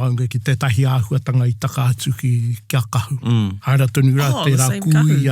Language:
Māori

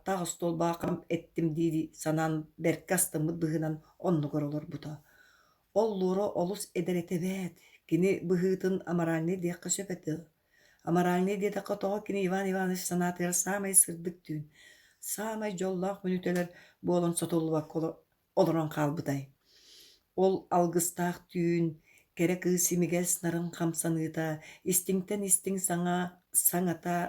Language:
Yakut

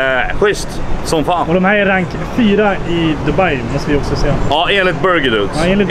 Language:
Swedish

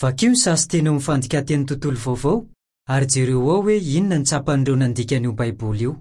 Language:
Malagasy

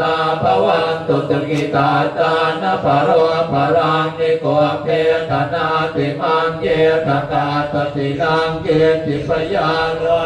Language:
Pali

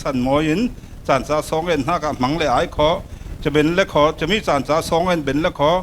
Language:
Falam Chin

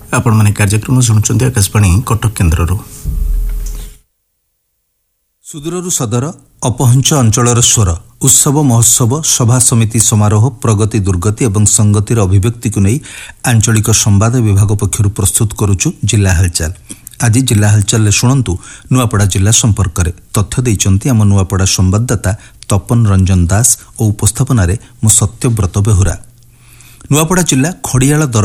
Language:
Odia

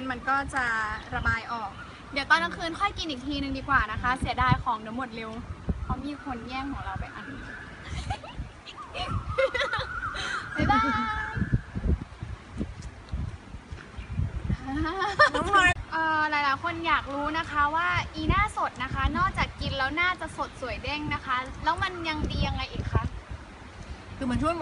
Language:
Thai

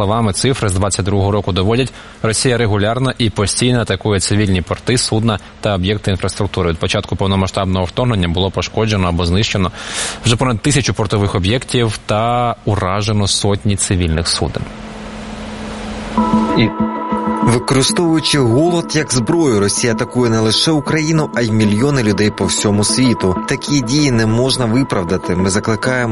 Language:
Ukrainian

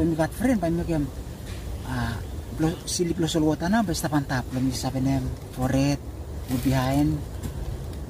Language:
Bislama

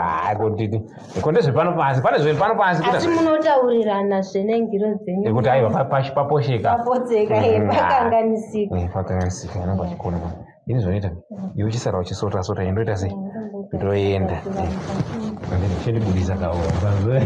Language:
Shona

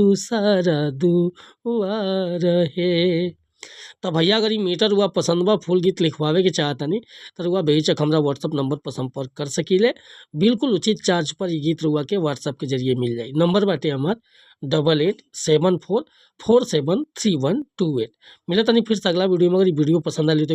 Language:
Bhojpuri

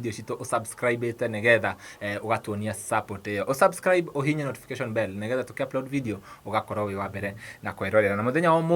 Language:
Kikuyu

